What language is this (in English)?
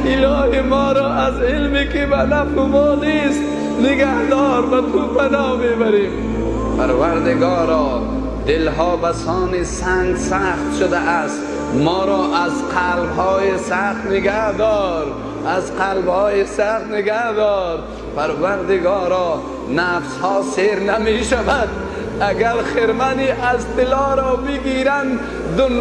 Persian